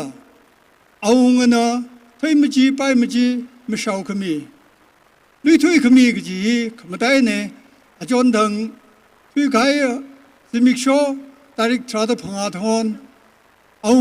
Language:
Tangkhul Naga (India)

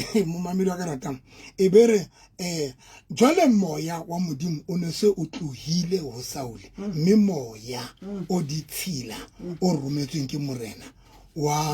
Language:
Southern Sotho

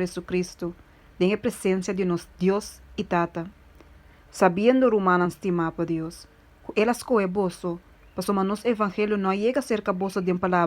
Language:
Papiamento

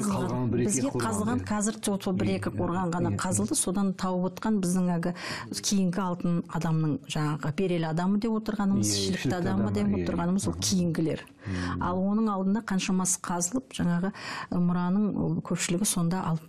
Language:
Kazakh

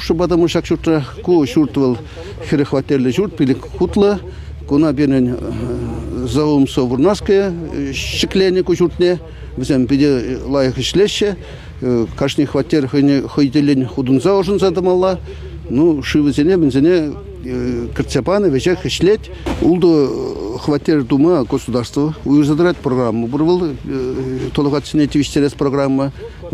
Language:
Chuvash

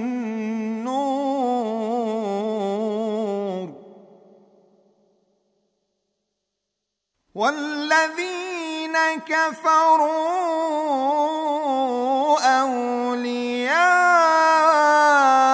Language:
Arabic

